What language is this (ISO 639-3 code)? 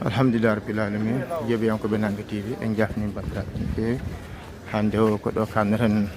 ful